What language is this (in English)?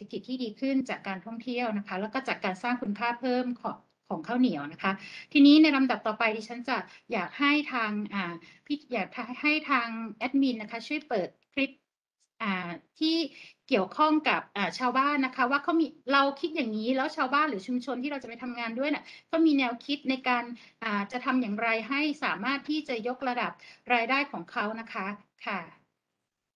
Thai